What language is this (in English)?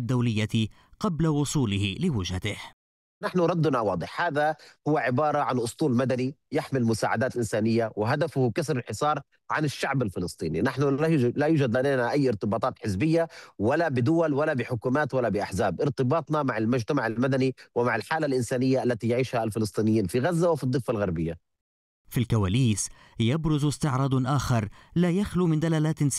Arabic